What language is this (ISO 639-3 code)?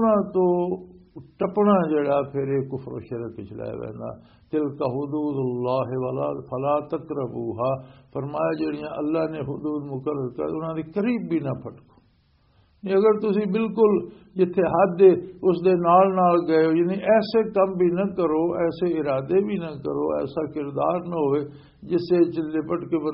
lah